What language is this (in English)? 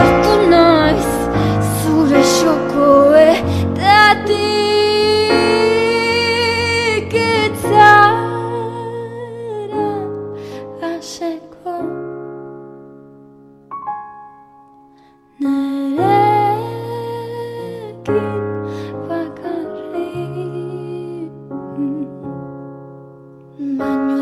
Basque